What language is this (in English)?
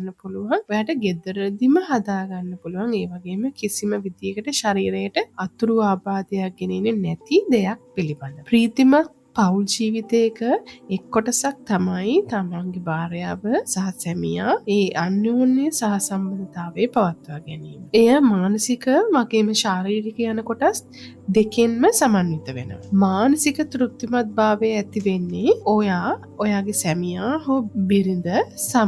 Sinhala